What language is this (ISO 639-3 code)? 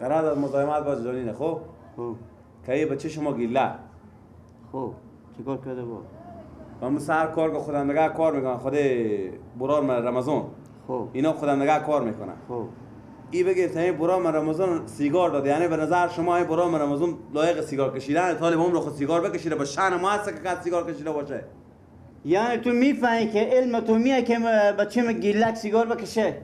fas